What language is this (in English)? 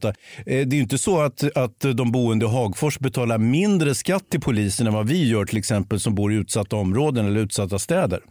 Swedish